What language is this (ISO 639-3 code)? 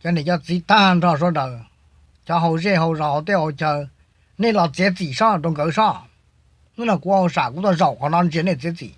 hmn